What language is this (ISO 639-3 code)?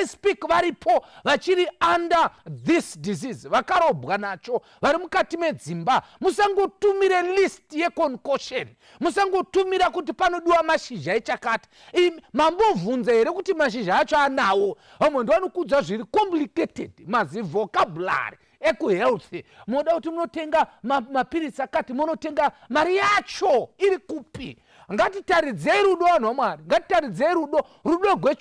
sna